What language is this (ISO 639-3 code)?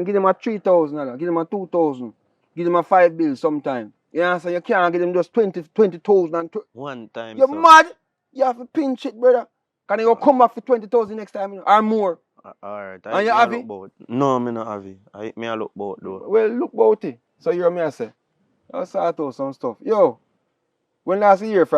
jam